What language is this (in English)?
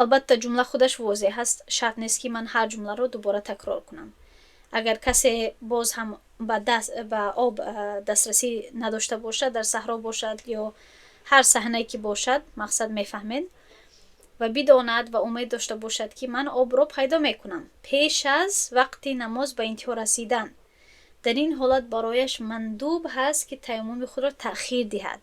Tajik